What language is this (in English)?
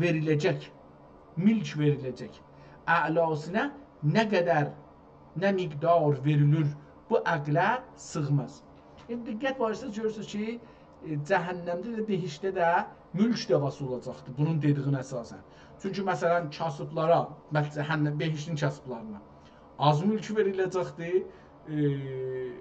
South Azerbaijani